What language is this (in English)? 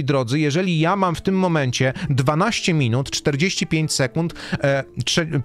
Polish